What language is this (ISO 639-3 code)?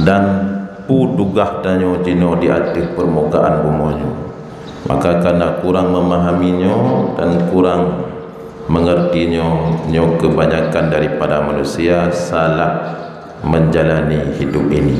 ace